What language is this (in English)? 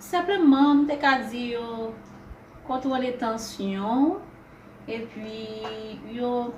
Haitian Creole